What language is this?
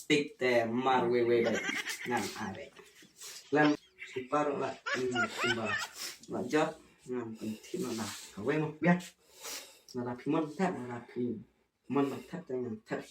Khasi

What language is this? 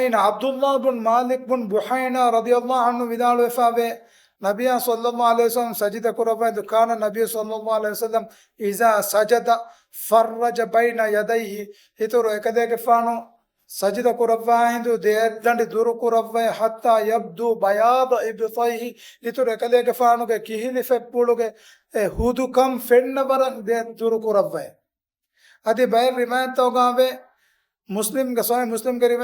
Divehi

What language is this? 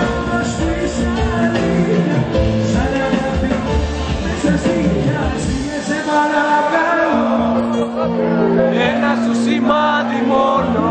Greek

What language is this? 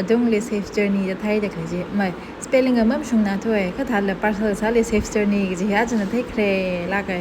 Tangkhul Naga (India)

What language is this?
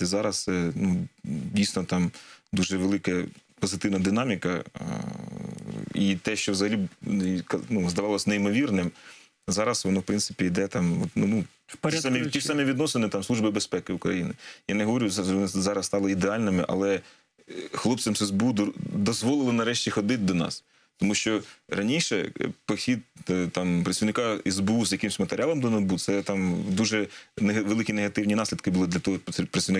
Ukrainian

